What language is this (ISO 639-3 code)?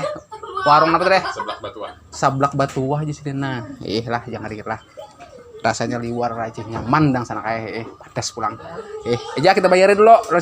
bjn